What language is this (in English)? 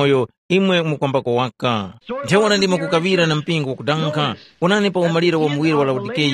Tumbuka